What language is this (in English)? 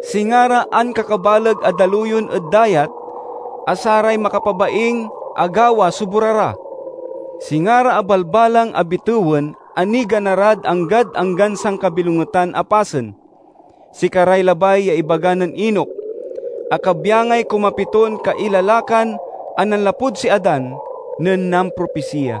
Pangasinan